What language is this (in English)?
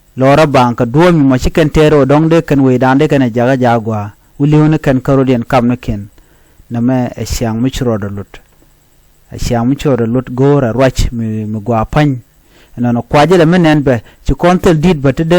Nuer